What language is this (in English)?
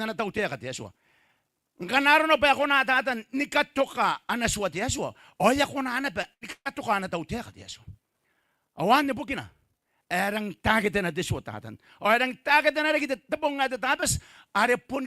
Gilbertese